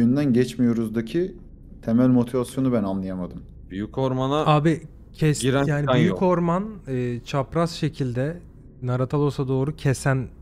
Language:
Turkish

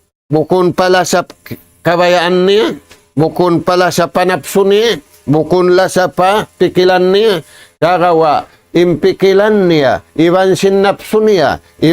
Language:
Tausug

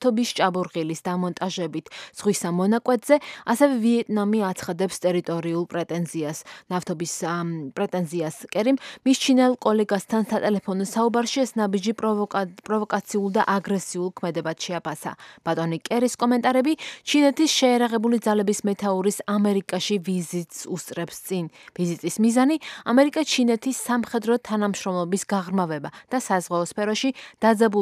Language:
Georgian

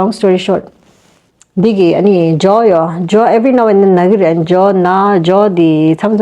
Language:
Tibetan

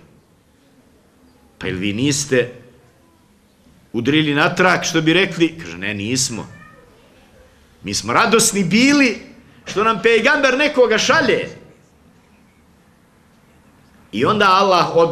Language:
Bosnian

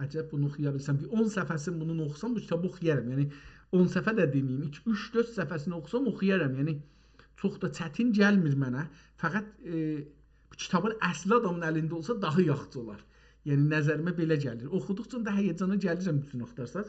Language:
South Azerbaijani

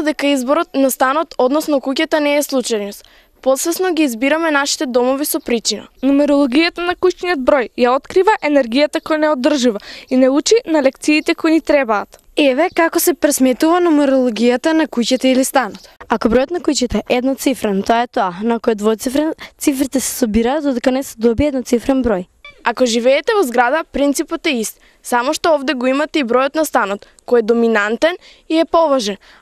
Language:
Macedonian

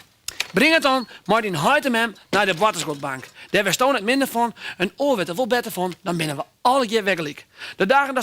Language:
Western Frisian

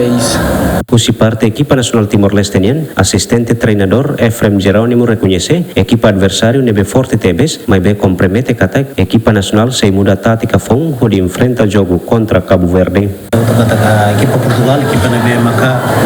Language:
Tetum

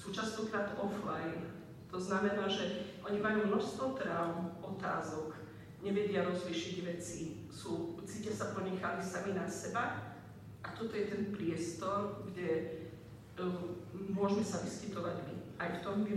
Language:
Slovak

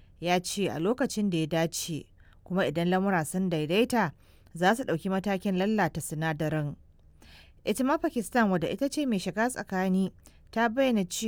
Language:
Hausa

